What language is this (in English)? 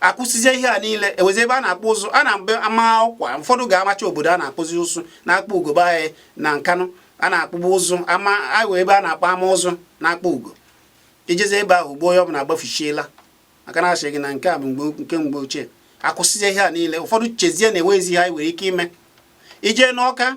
Igbo